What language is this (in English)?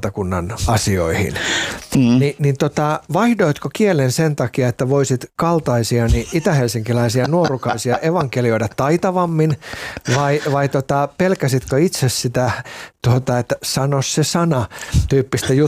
Finnish